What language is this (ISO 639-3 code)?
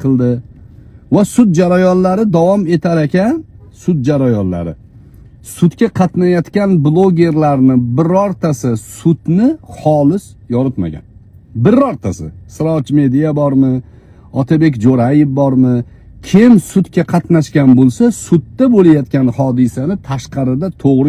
uzb